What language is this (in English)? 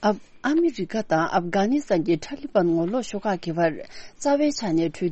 Tibetan